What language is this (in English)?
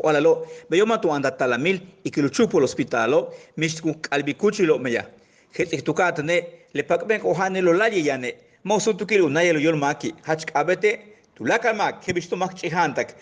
Yucateco